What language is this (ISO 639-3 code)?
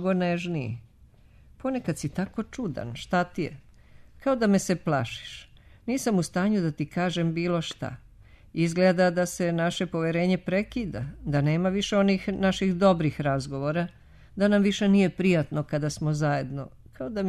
srp